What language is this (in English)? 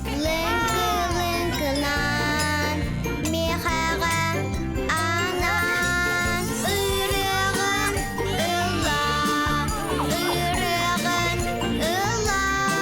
Yakut